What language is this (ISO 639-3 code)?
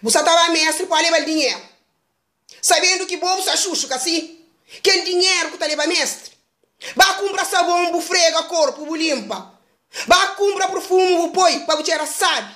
kea